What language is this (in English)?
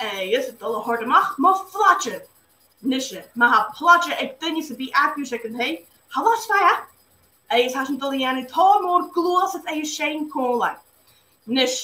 Scottish Gaelic